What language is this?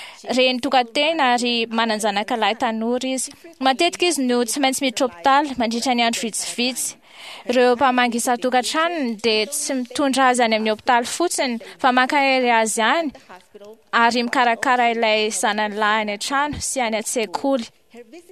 Malagasy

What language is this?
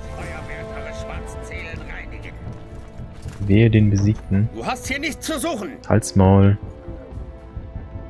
German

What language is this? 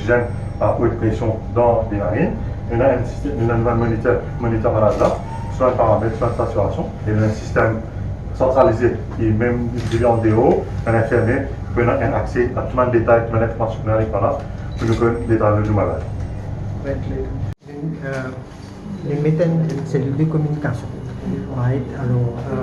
Morisyen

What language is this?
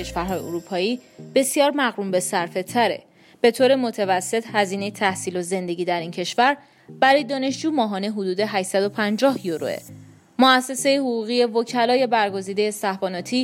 Persian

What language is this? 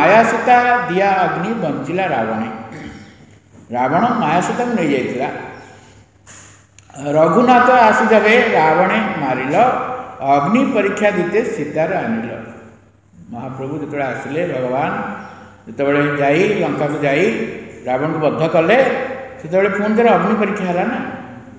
Odia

